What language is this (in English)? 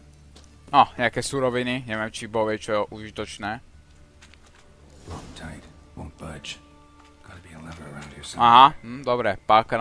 Slovak